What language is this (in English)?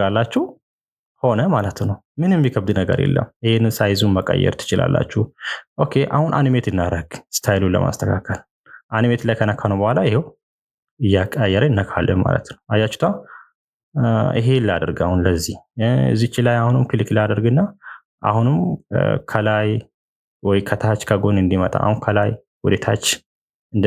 Amharic